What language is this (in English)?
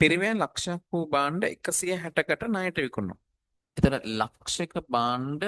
Sinhala